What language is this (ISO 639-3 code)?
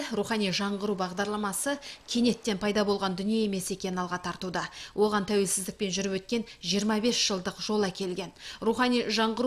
kaz